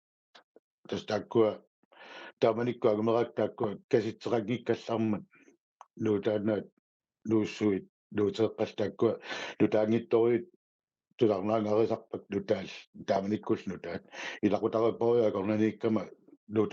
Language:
Kalaallisut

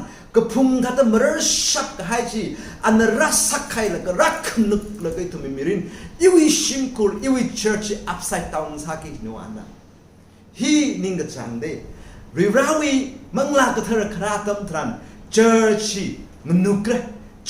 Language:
Tangkhul Naga (India)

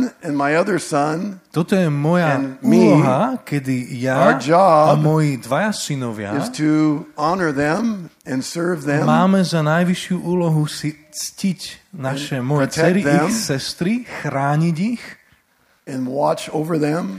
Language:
Slovak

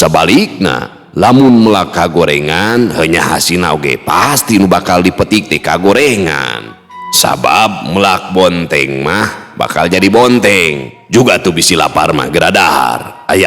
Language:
Sundanese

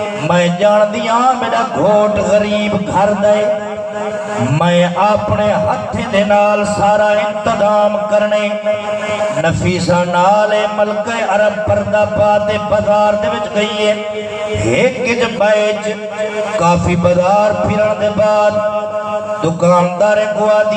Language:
Saraiki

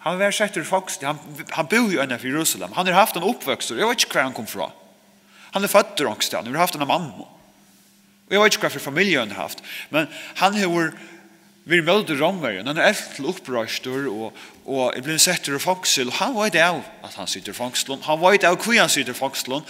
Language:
Faroese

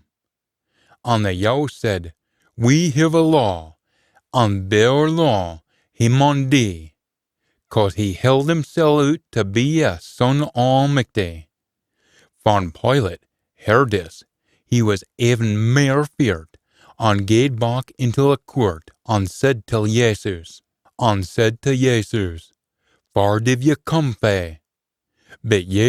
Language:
Scots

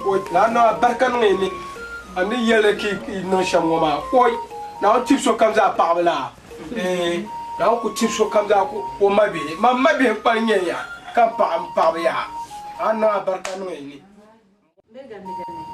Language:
Dagbani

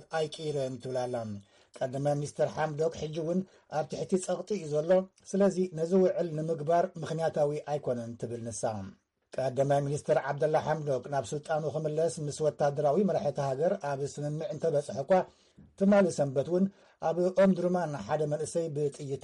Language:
Tigrinya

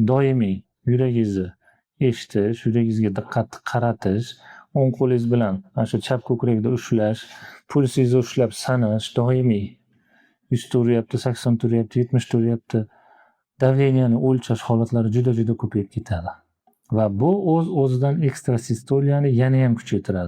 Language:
Uzbek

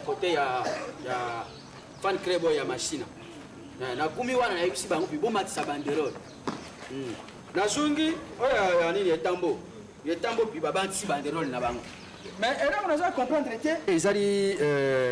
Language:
Lingala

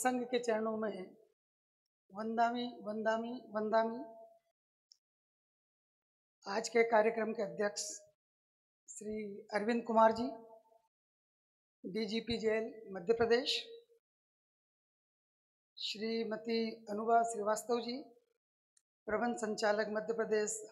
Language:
Hindi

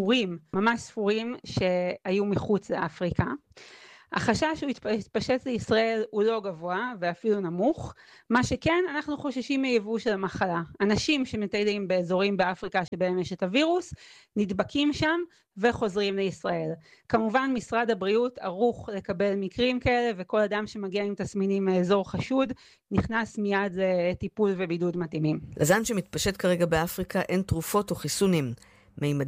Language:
Hebrew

